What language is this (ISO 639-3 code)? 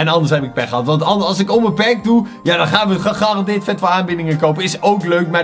nld